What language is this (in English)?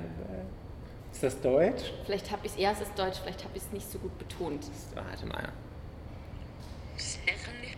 German